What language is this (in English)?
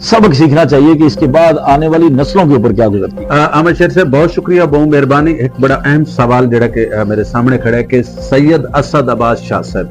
Saraiki